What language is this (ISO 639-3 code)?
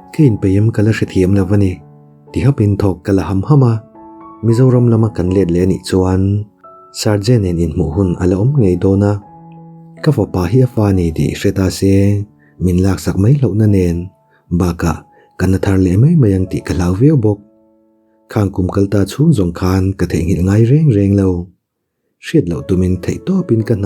lus